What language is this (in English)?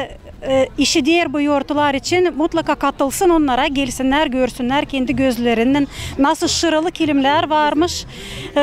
Gagauz